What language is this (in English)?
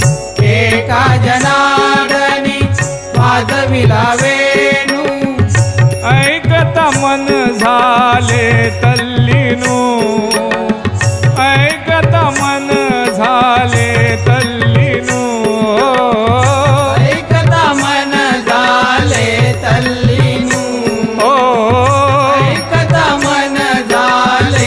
Marathi